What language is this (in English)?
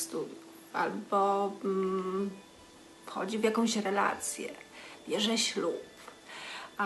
Polish